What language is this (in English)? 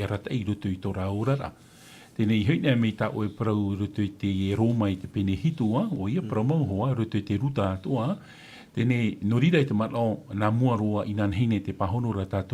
Tahitian